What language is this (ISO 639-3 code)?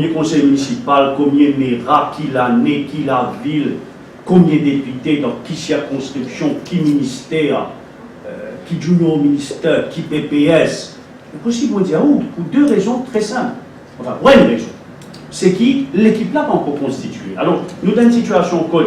mfe